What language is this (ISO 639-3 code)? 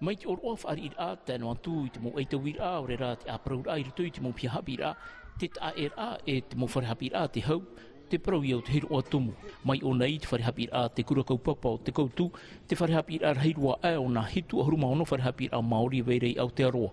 tah